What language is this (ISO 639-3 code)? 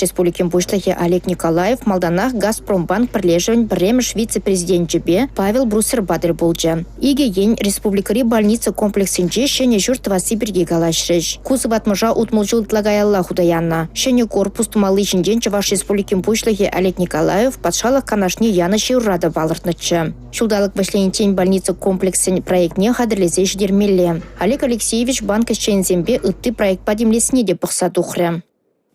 chv